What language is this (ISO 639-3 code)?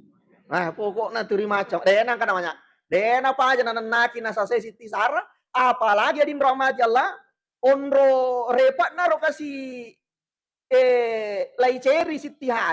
bug